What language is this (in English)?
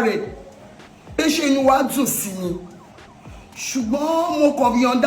Yoruba